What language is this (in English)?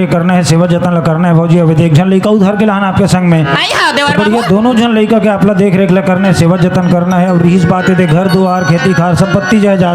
Chhattisgarhi